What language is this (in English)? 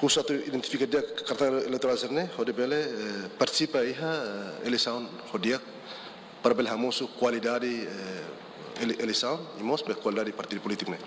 Tetum